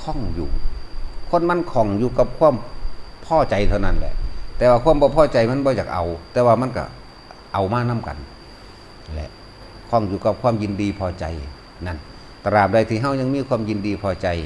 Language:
Lao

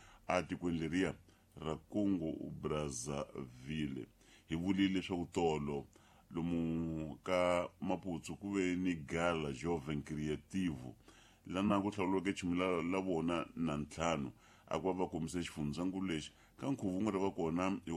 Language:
Tsonga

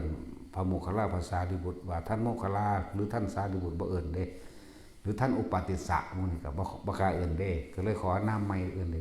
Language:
Northeastern Thai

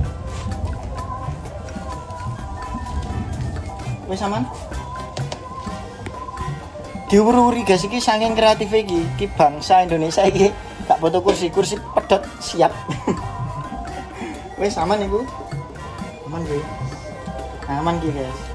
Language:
Javanese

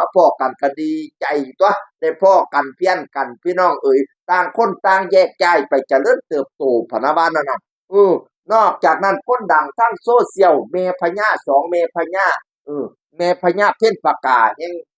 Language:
Northeastern Thai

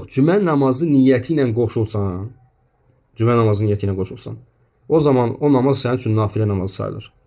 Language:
Azerbaijani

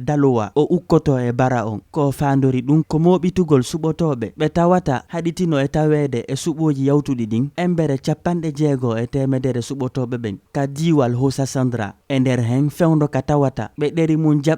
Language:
Fula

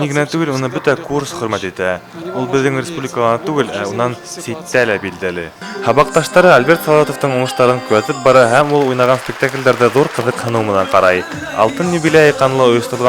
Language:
Bashkir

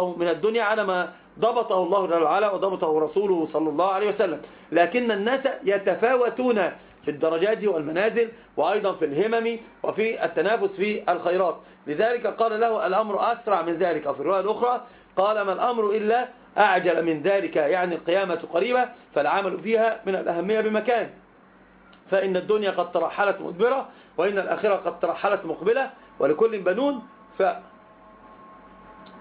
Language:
Arabic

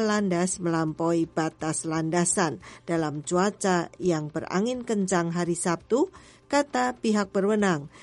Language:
Indonesian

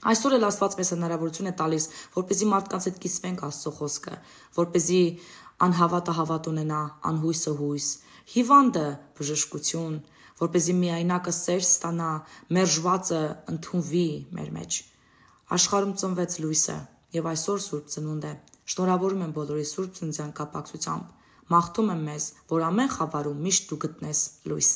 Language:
Armenian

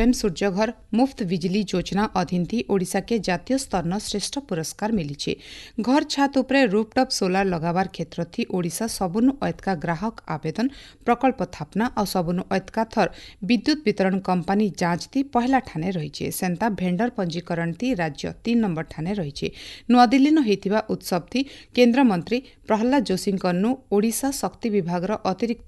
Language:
Odia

